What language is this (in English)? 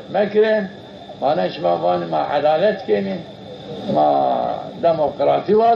Zaza